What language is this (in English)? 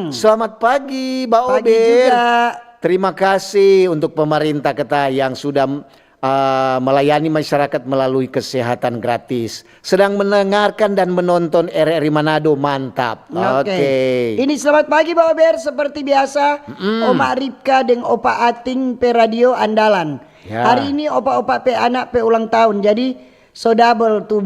Manado Malay